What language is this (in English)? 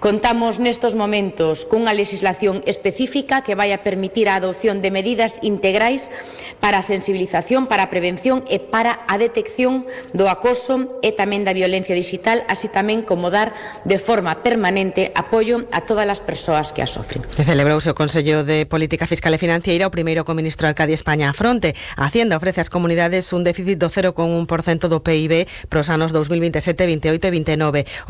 Galician